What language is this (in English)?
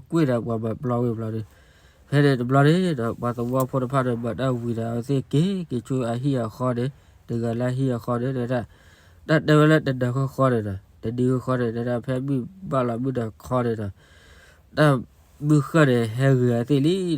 S'gaw Karen